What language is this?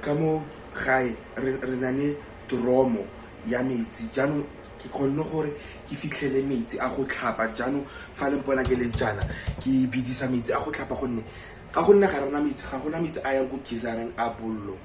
Tswana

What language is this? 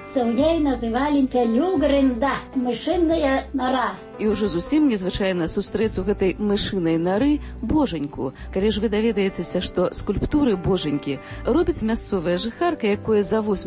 Belarusian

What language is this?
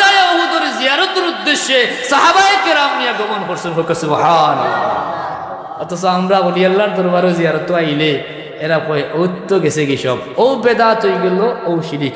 Sylheti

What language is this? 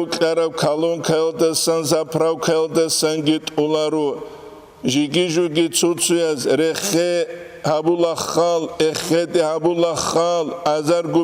Avaric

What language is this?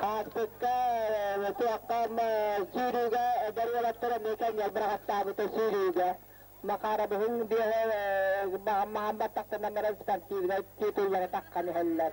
Yakut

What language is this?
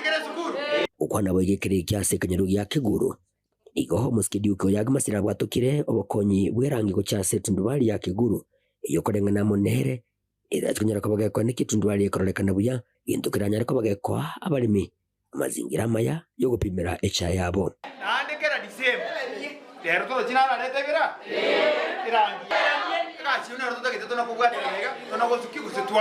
Gusii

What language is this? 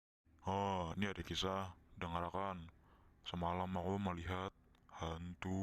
Banjar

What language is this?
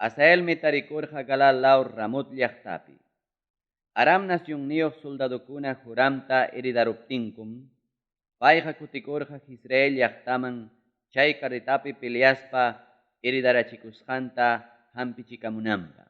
Ayacucho Quechua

